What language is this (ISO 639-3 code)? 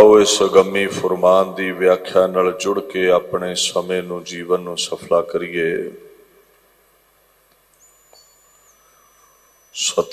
pan